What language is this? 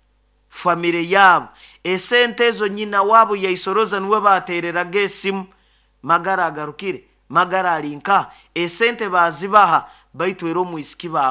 Nyoro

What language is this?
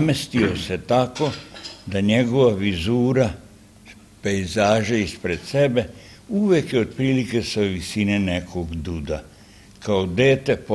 Serbian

